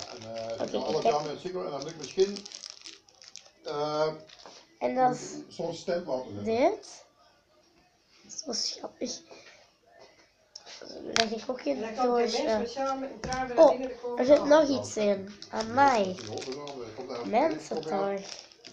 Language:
Dutch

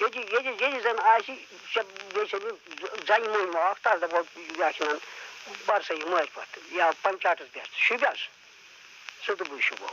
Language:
Kashmiri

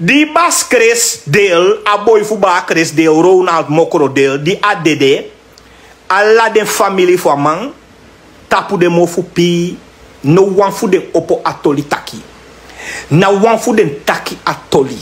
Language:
Sranan Tongo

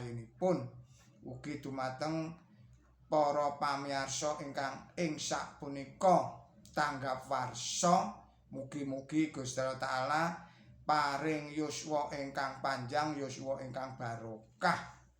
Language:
Javanese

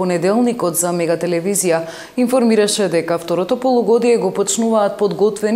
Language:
Macedonian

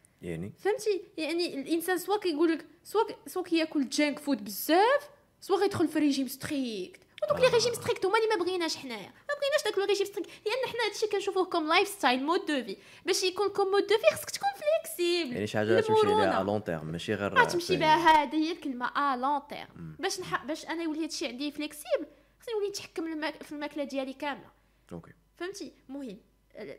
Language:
Moroccan Arabic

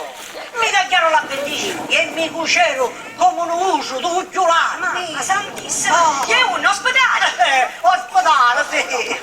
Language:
Sicilian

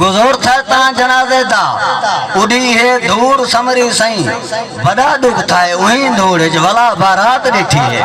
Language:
Saraiki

